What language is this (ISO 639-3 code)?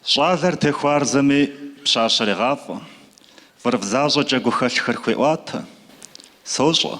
kbd